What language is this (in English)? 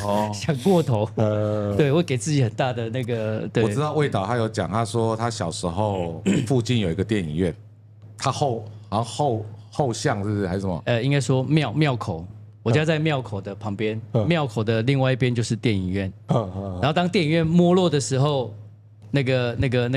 Chinese